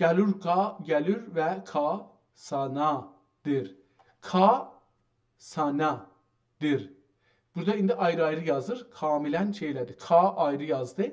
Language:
South Azerbaijani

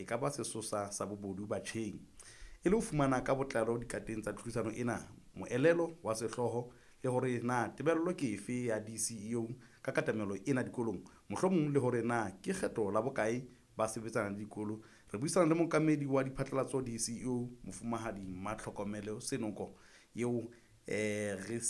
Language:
Southern Sotho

